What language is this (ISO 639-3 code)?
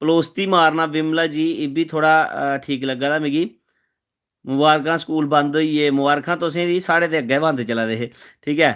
doi